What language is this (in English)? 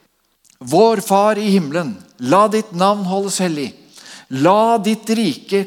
Norwegian